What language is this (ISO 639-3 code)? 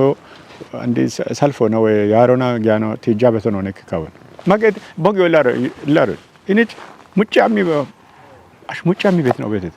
kbr